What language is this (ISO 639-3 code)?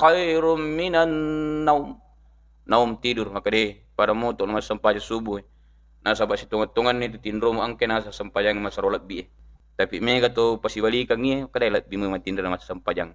bug